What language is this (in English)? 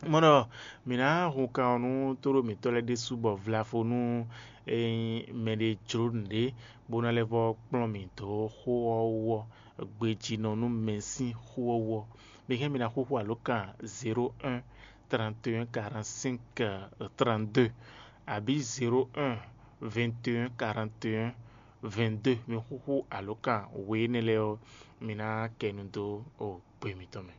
Fon